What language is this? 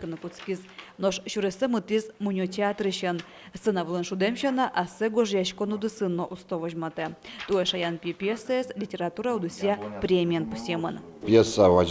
Udmurt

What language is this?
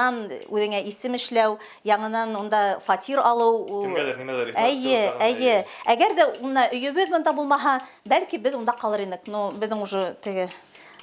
Bashkir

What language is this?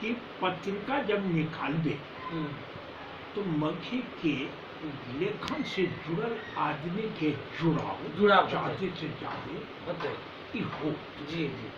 Magahi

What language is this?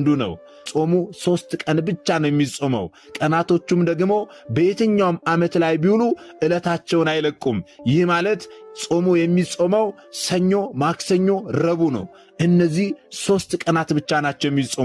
Amharic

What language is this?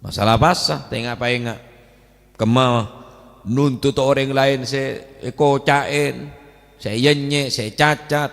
Madurese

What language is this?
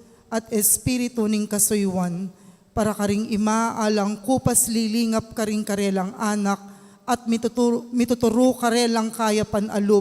Pampanga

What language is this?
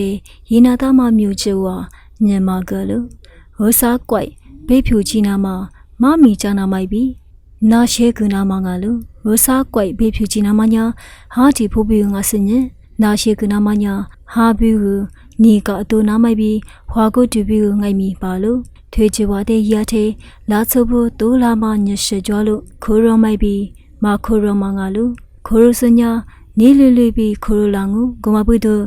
Lisu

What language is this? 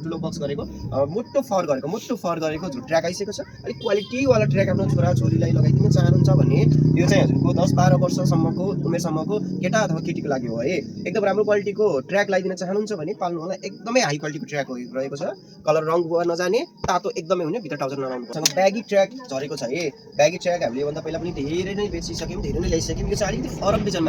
Nepali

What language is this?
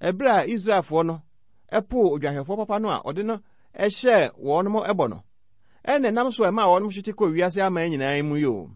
Akan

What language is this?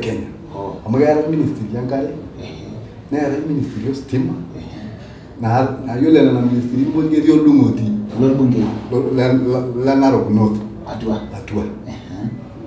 Masai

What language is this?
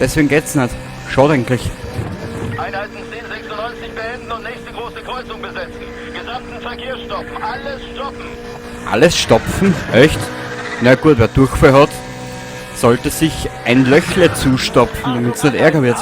Bavarian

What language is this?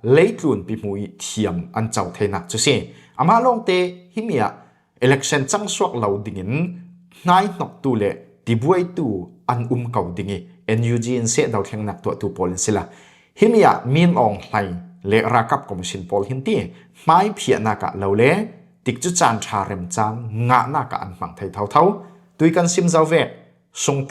Falam Chin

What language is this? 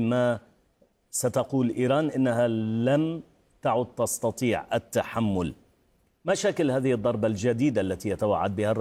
Arabic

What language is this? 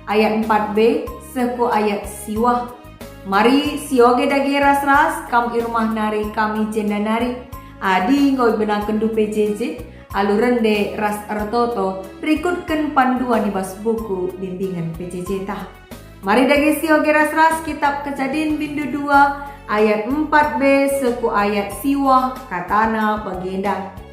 Batak Karo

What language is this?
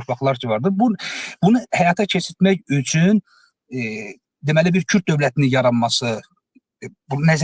Azerbaijani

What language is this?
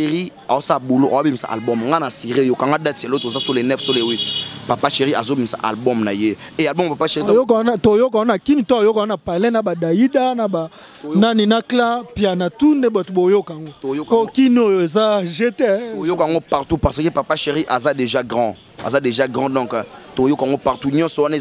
Lingala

